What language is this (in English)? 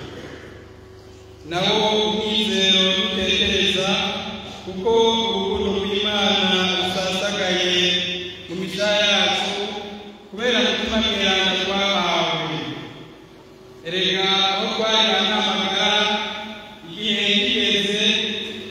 Rundi